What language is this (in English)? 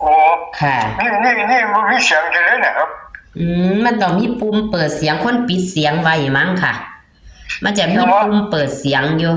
Northeastern Thai